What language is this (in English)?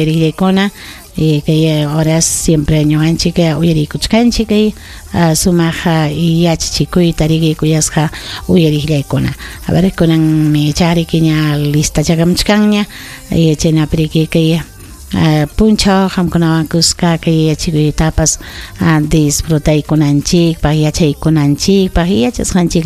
Ayacucho Quechua